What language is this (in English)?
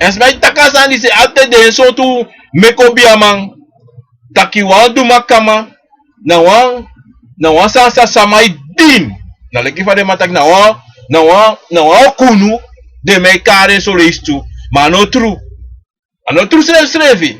Sranan Tongo